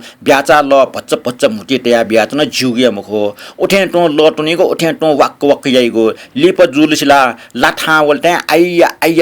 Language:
Newari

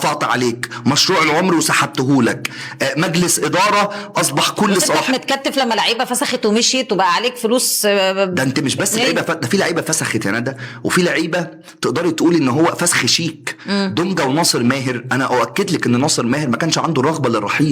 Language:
Egyptian Arabic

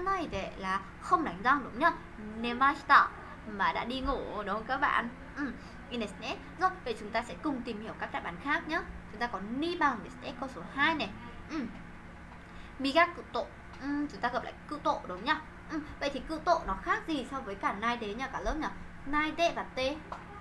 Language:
Vietnamese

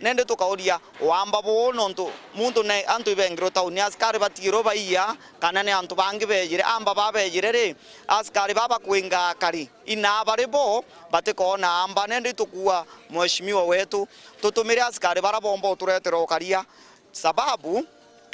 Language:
Meru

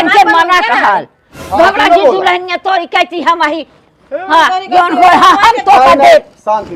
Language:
Awadhi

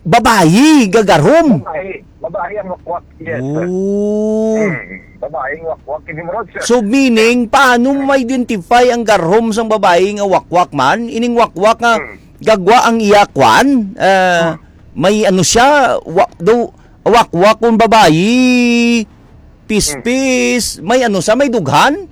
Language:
Hiligaynon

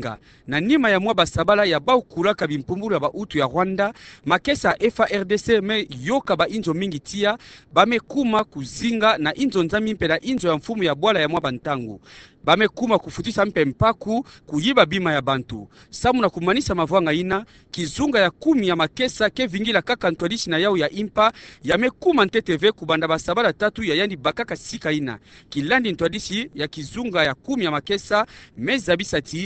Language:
Kituba (Democratic Republic of Congo)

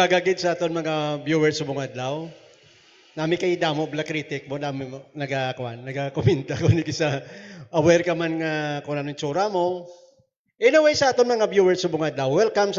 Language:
Hiligaynon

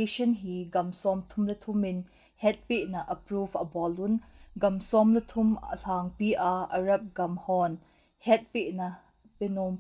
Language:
Thado Chin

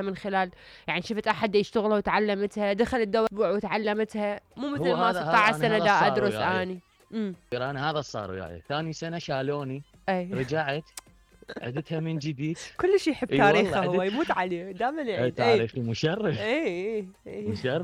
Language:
Mesopotamian Arabic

